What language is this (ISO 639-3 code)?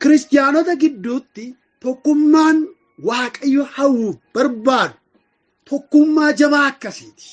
orm